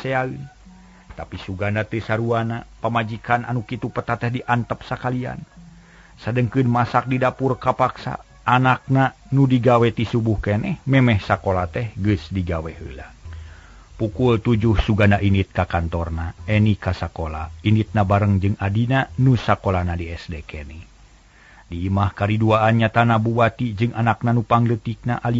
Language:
Sundanese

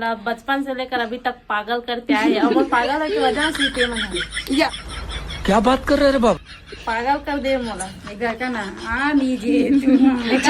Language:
Chhattisgarhi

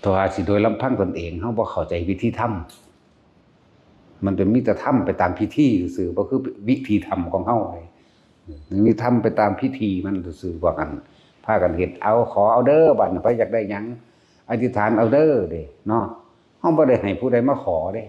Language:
Northeastern Thai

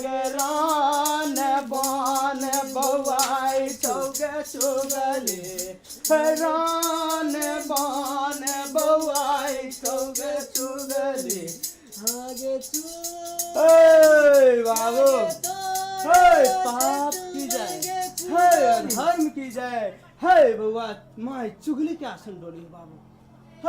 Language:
Maithili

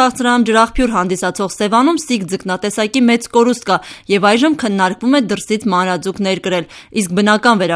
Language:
Armenian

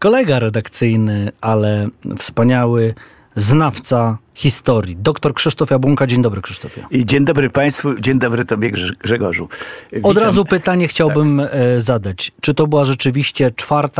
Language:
Polish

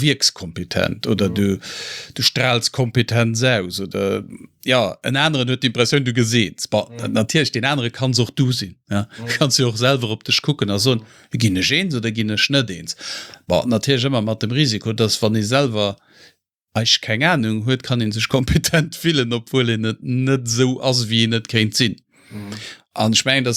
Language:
Luxembourgish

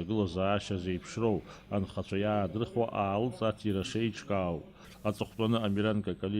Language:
Abkhazian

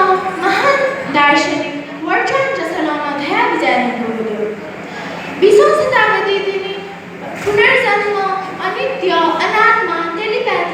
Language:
Newari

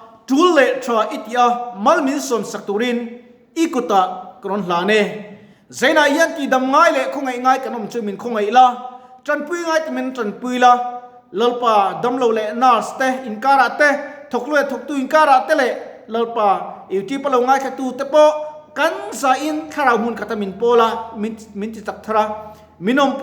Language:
Mizo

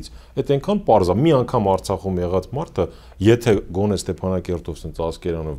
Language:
Armenian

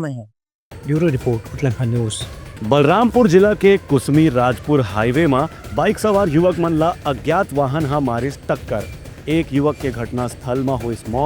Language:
Chhattisgarhi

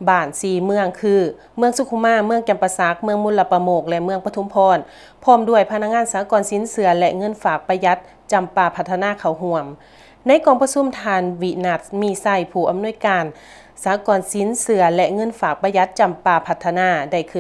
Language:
Lao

